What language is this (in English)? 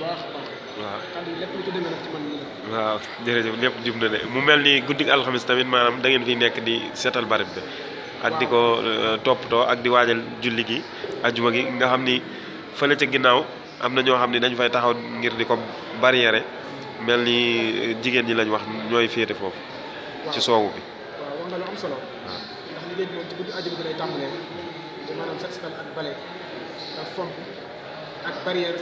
Wolof